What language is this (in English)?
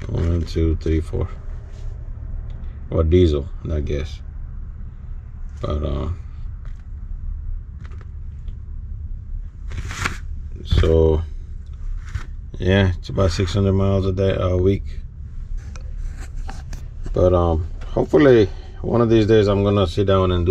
English